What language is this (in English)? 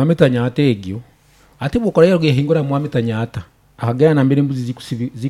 Nyoro